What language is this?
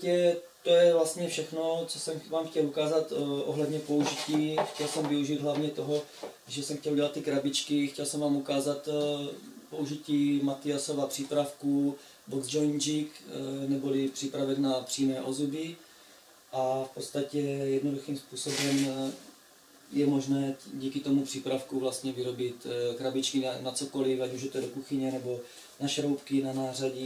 Czech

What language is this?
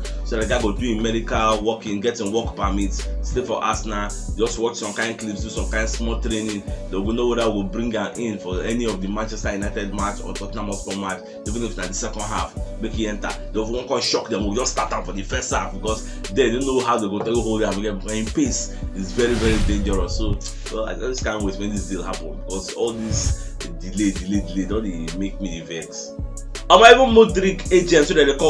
Nigerian Pidgin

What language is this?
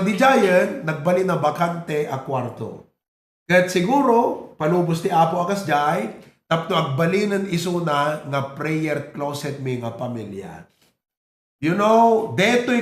Iloko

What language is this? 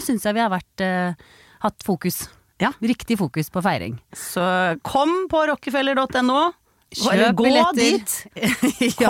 Norwegian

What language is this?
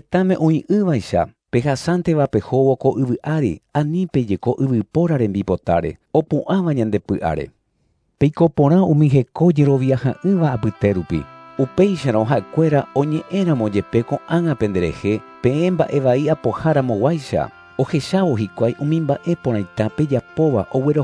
Guarani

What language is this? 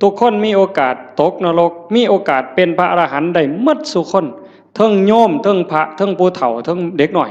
Northeastern Thai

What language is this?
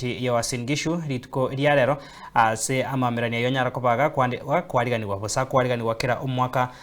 Gusii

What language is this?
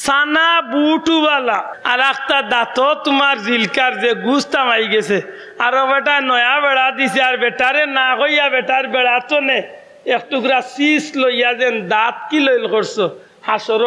Sylheti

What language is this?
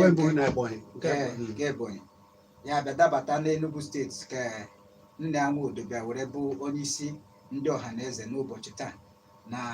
Igbo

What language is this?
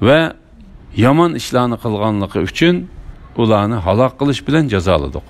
Uyghur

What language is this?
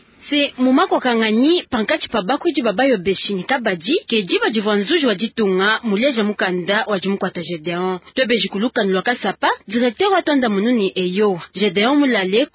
Luba-Lulua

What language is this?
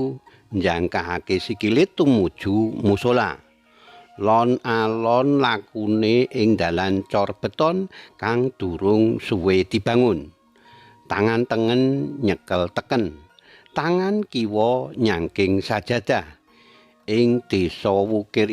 Javanese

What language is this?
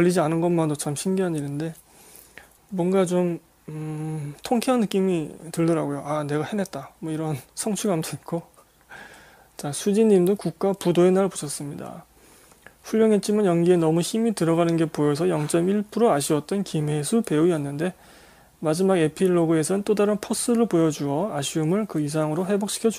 Korean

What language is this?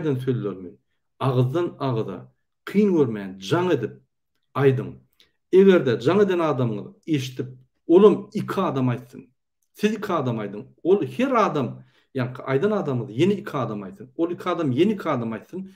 Turkmen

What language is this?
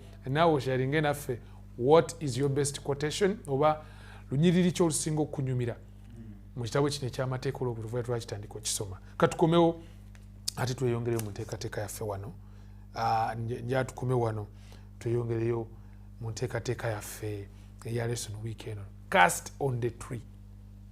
Ganda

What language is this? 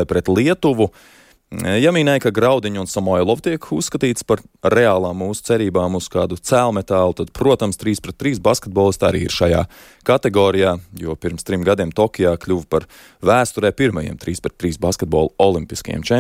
Latvian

